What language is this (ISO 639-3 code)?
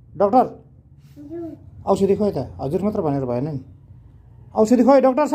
nep